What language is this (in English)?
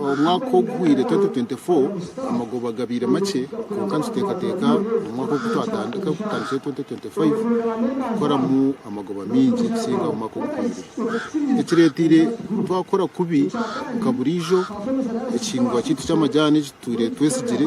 Nyankole